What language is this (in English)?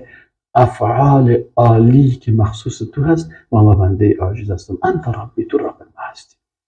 Persian